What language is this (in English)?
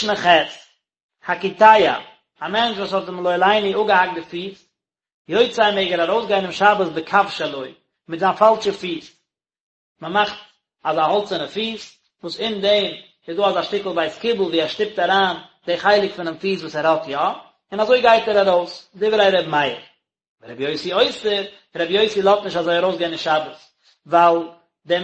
Yiddish